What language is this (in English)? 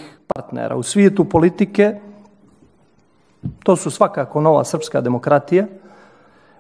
Serbian